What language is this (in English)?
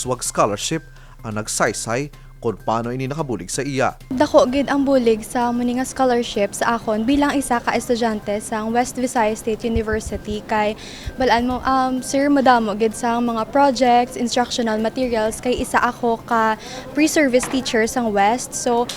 Hiligaynon